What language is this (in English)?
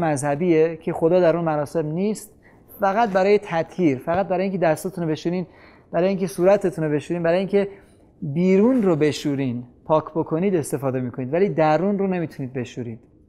Persian